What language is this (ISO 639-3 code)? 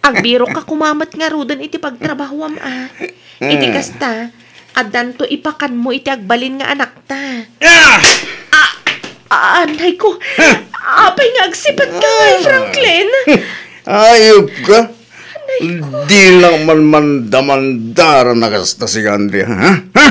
ilo